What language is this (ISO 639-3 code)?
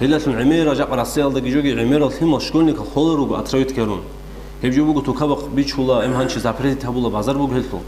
ava